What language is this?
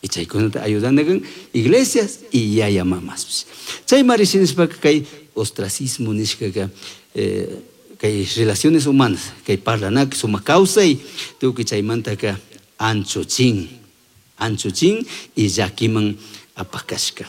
Chimborazo Highland Quichua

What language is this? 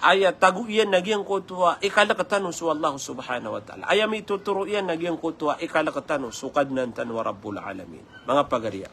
Maranao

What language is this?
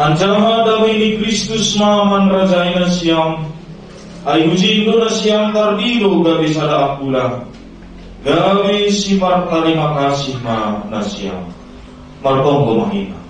Batak Simalungun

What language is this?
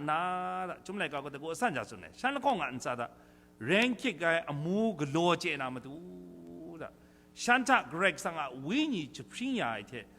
Kachin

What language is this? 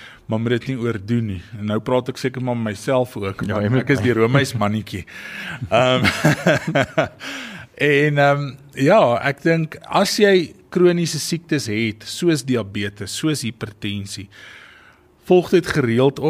Afrikaans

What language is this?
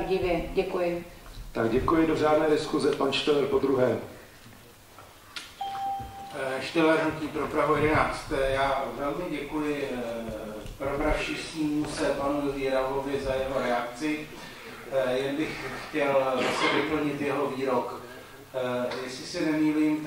Czech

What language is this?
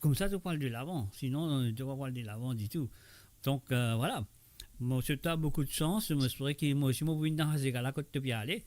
Morisyen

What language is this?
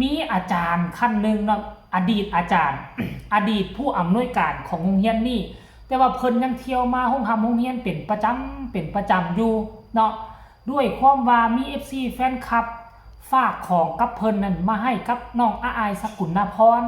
Northeastern Thai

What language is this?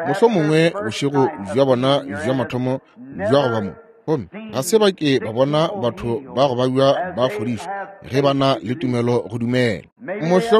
Northern Sotho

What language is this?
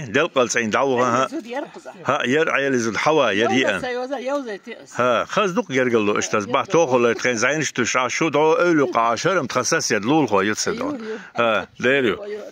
Chechen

